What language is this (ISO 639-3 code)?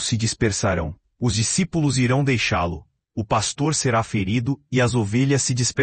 por